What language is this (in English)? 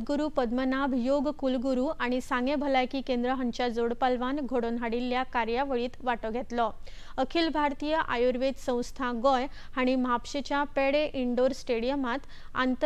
Konkani